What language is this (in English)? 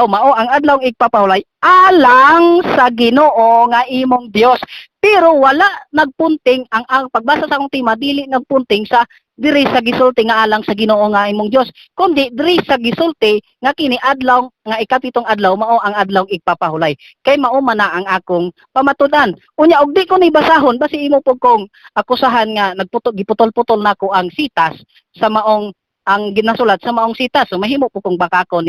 Cebuano